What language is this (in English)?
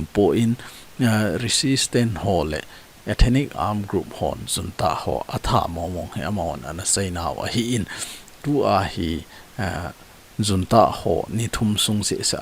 Thado Chin